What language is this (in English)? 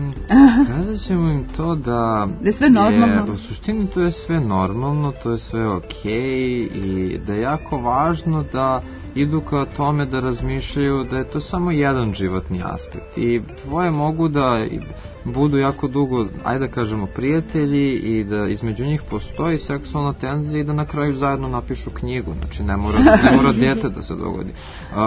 Serbian